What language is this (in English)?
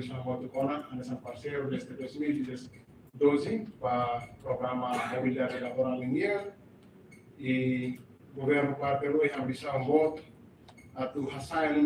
Tetum